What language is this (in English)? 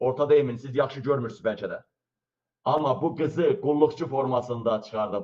Azerbaijani